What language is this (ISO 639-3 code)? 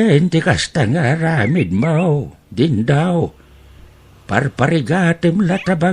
ilo